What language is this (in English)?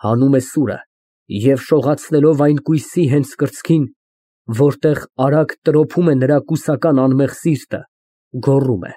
Armenian